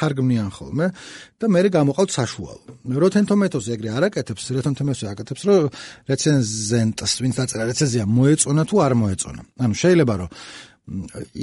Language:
Georgian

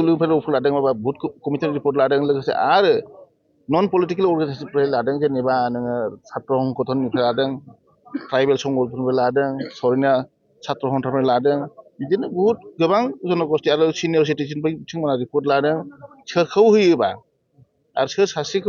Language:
Bodo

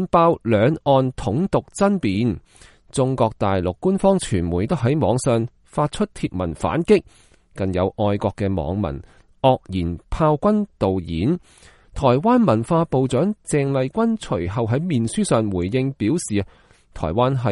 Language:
Cantonese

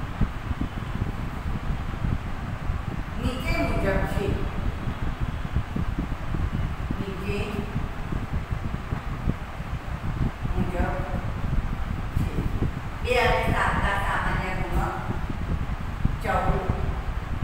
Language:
Gujarati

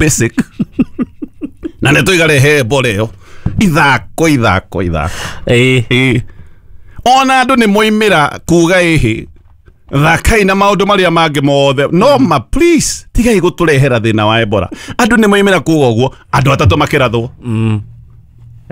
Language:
Kikuyu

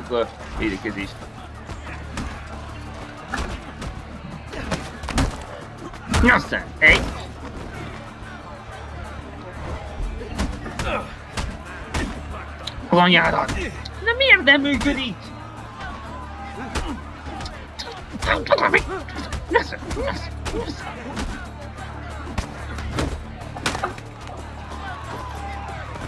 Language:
Hungarian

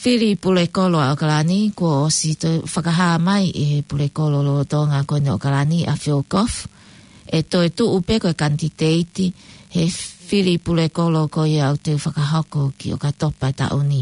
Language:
Tongan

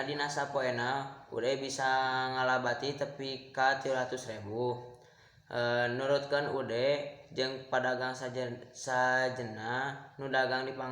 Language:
Sundanese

